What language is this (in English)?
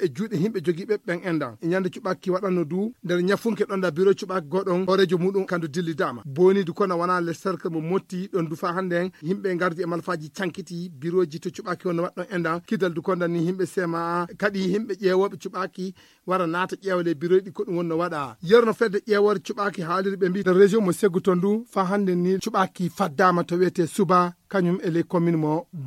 Nigerian Fulfulde